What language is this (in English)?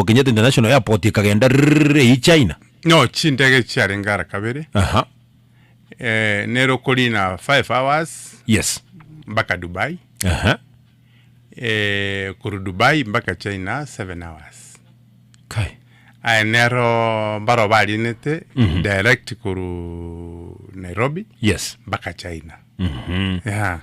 Gusii